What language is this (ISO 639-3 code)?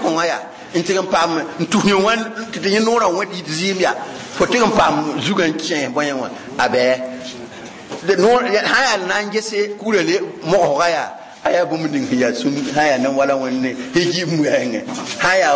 mos